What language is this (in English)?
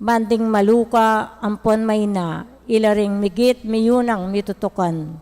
Pampanga